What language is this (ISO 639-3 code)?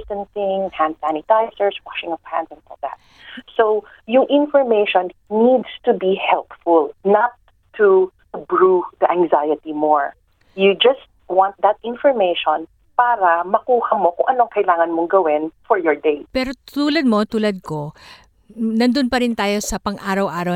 fil